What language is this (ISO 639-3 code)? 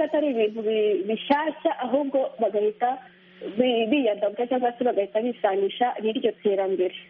kin